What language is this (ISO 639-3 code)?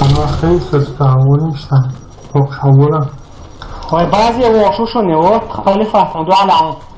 che